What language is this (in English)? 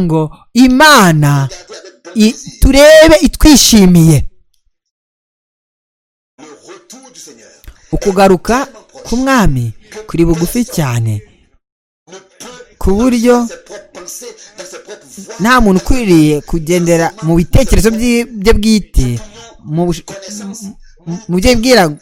Kinyarwanda